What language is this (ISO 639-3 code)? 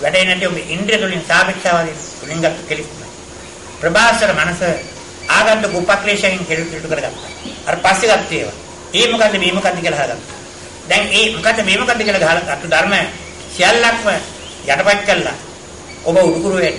sin